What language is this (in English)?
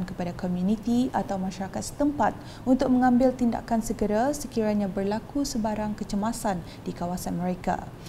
Malay